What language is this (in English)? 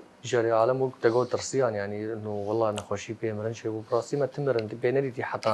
Kurdish